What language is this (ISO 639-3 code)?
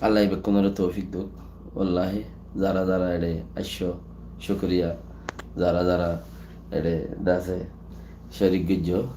rhg